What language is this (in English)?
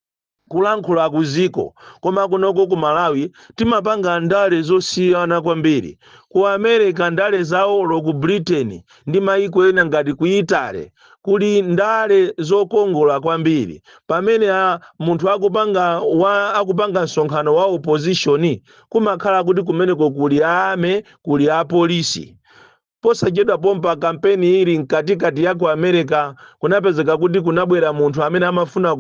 Nyanja